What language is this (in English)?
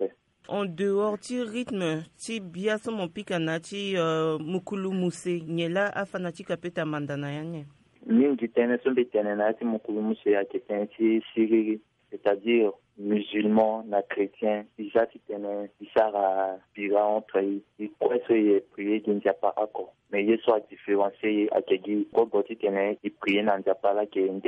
Sango